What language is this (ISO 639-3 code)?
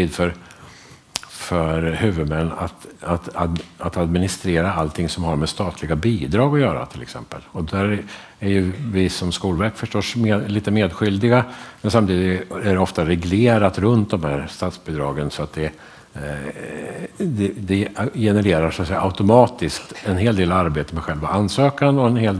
swe